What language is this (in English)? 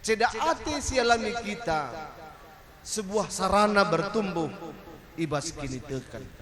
Batak Karo